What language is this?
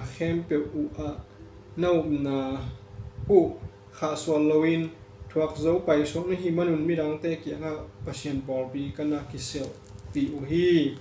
Tedim Chin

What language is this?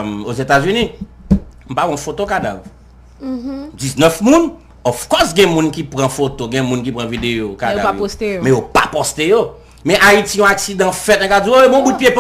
Haitian Creole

